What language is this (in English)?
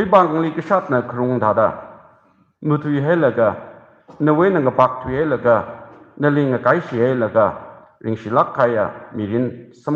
Tangkhul Naga (India)